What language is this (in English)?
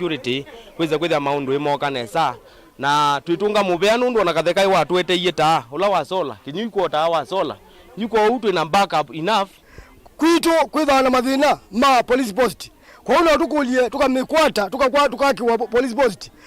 Kamba